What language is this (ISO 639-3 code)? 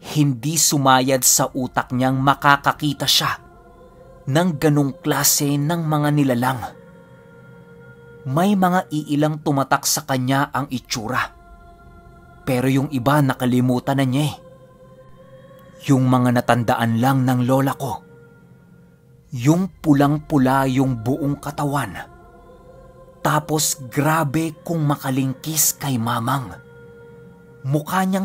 fil